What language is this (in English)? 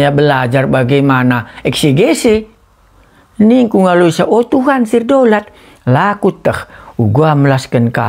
Batak Karo